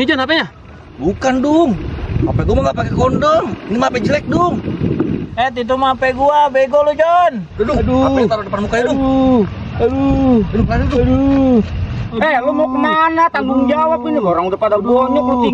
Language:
Betawi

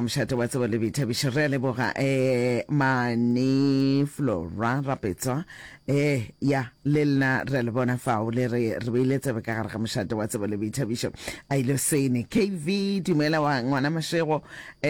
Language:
Northern Sotho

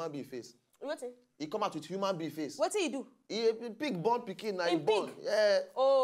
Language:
Nigerian Pidgin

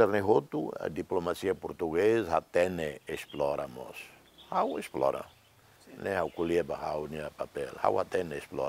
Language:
Tetum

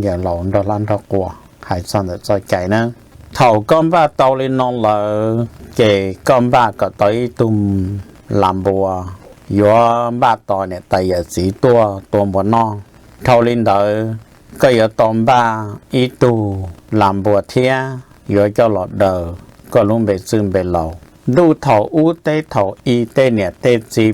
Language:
Hmong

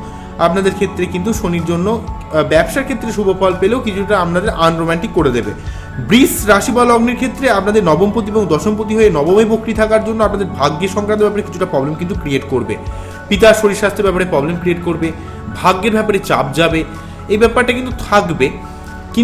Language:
Bangla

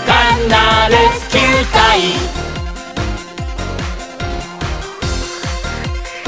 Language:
Japanese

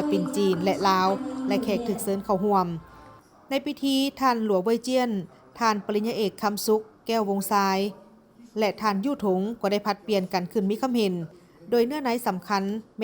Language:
Lao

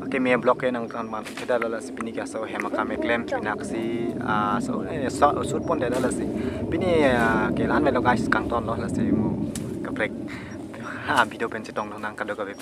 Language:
Karbi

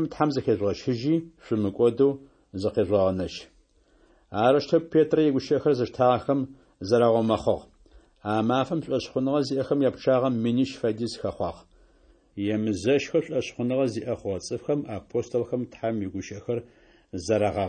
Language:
Adyghe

